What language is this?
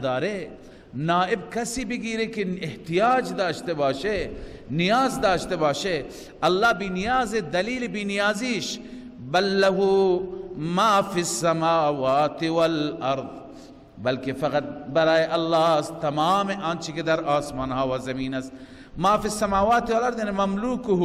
Persian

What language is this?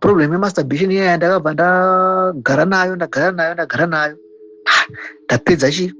Shona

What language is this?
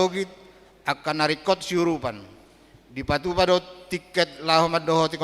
Batak Toba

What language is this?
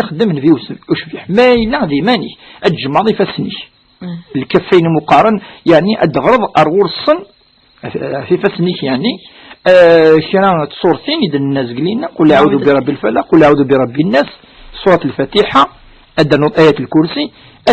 Kabyle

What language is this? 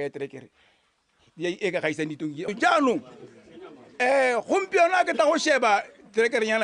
Tswana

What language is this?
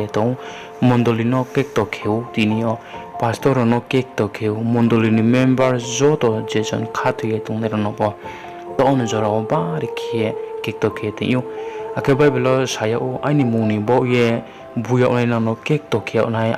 Riang (India)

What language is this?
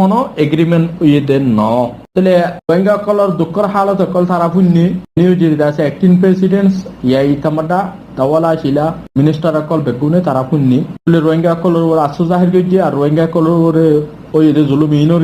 Rohingya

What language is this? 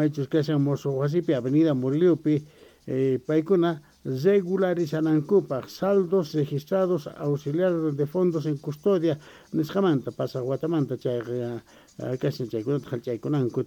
South Bolivian Quechua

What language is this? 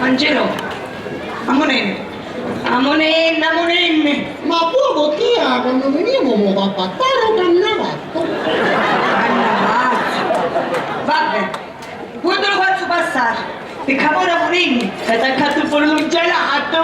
Sicilian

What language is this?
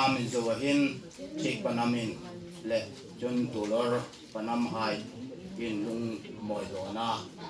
Hmar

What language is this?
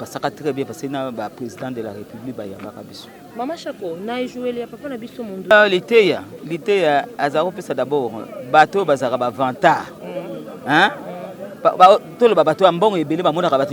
Lingala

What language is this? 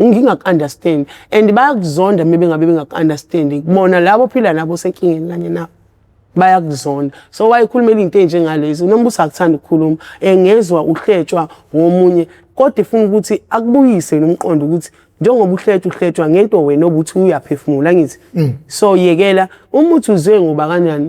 Zulu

